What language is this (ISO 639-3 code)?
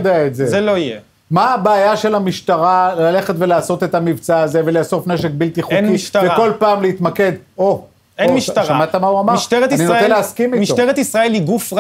heb